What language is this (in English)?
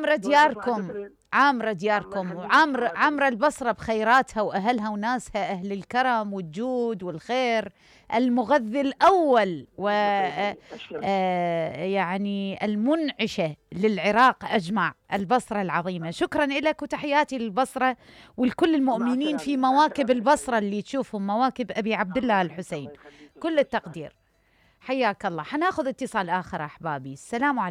Mesopotamian Arabic